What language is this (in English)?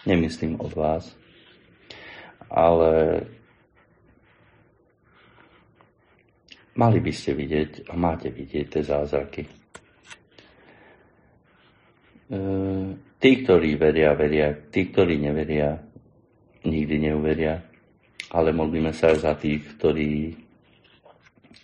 Slovak